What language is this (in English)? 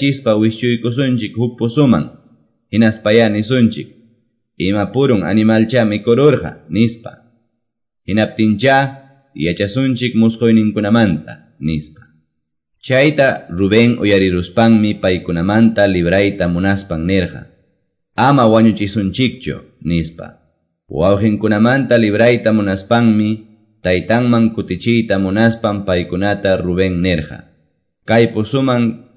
Quechua